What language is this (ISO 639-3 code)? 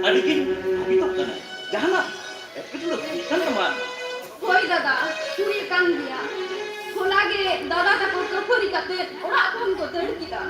sat